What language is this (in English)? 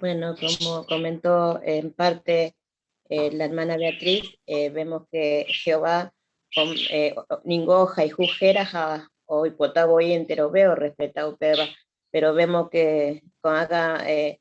Guarani